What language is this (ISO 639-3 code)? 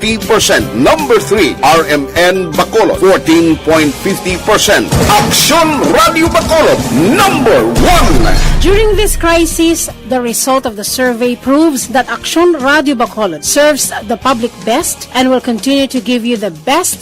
hil